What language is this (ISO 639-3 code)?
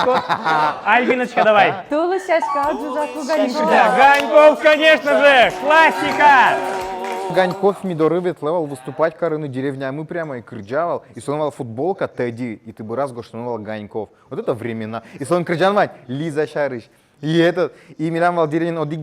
udm